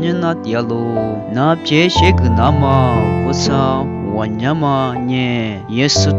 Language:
Lisu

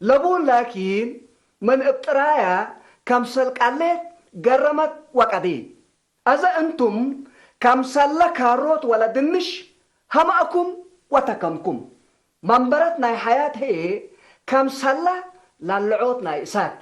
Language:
Tigre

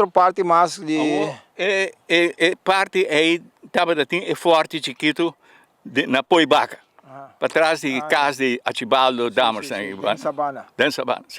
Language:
Papiamento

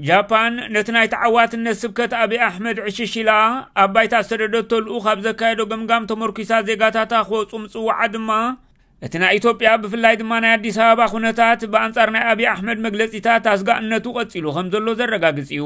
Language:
Tigrinya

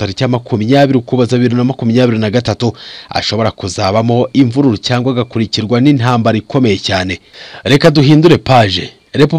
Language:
Kinyarwanda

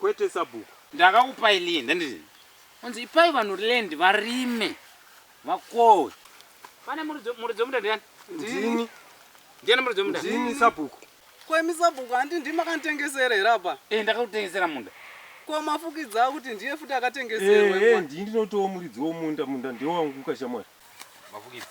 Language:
Shona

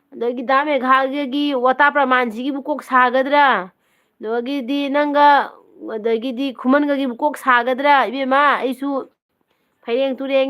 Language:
Manipuri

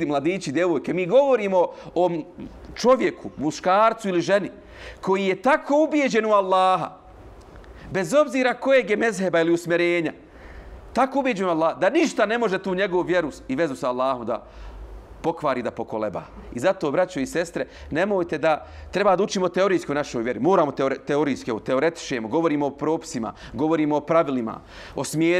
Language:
Bosnian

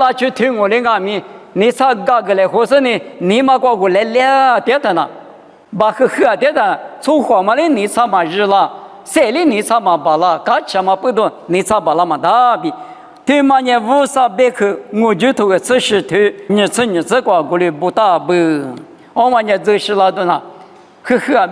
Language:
Lisu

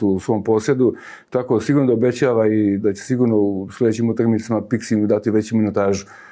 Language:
Serbian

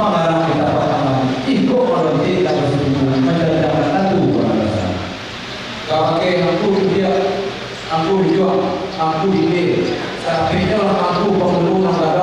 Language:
Minangkabau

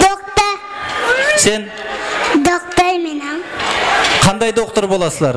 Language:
Kara-Kalpak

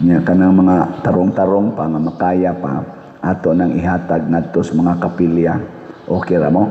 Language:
Cebuano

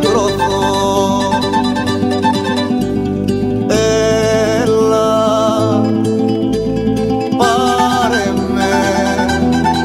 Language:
Greek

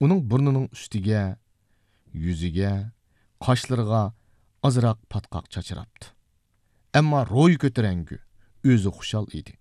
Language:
Uyghur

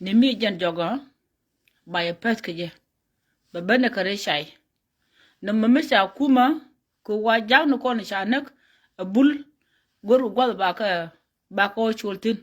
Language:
Nuer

